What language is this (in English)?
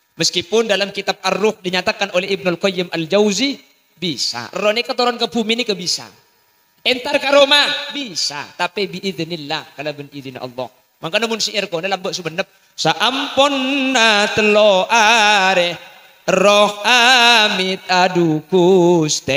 Madurese